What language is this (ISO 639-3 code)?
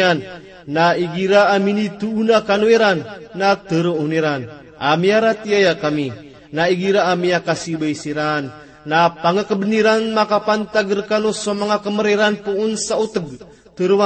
mrw